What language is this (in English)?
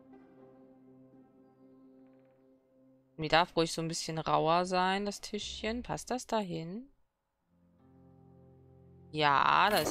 German